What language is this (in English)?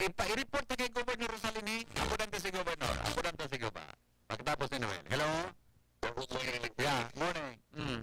Bikol